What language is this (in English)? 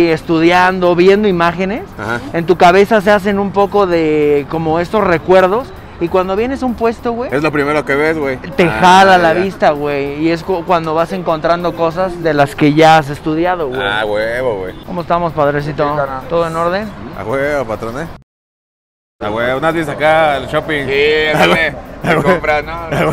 Spanish